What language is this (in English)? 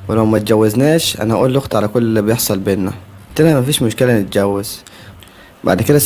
Egyptian Arabic